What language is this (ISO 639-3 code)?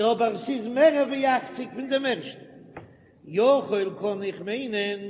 yid